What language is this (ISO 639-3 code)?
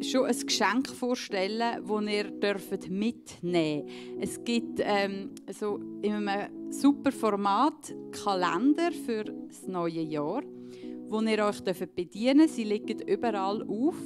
gsw